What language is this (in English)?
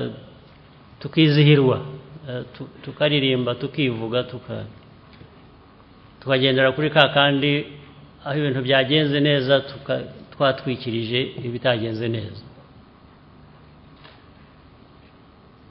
Kinyarwanda